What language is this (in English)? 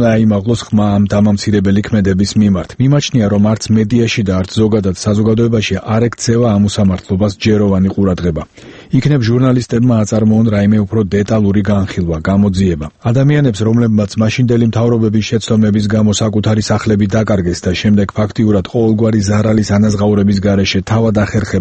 Georgian